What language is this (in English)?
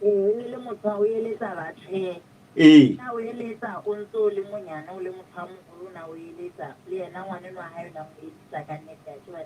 Southern Sotho